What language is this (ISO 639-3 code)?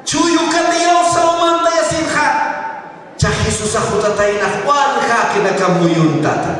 aym